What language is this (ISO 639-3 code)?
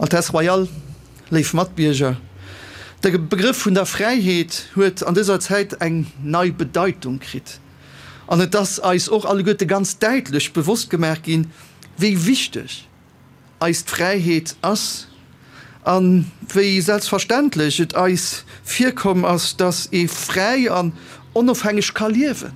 ltz